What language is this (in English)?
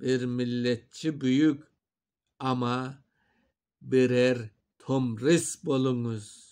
Crimean Tatar